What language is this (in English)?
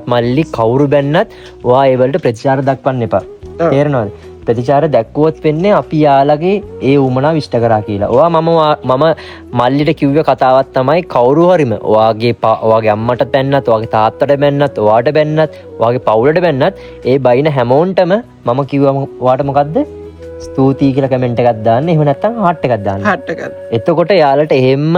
Sinhala